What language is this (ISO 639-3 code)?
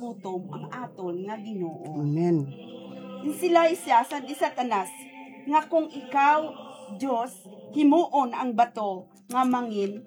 hil